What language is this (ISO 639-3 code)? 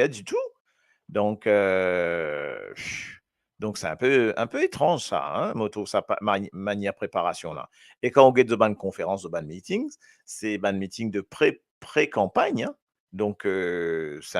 mfe